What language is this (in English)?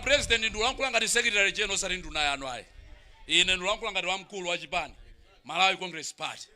Nyanja